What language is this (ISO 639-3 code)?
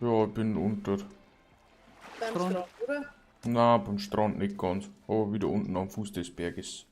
bar